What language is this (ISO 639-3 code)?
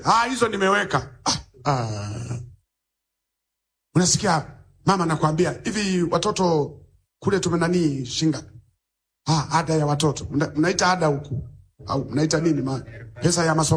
swa